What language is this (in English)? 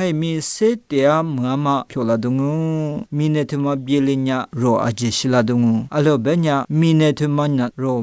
Lisu